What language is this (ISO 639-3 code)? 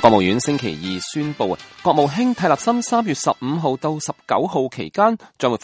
yue